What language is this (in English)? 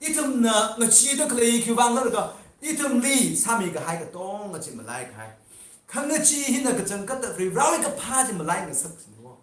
Tangkhul Naga (India)